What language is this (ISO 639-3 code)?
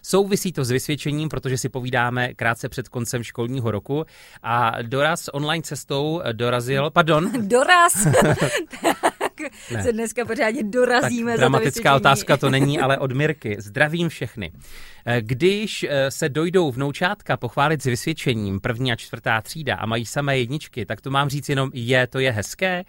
ces